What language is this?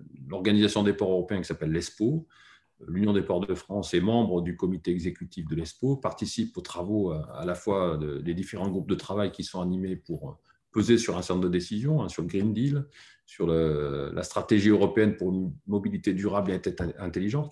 French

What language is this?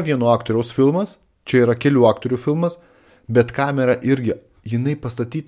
Lithuanian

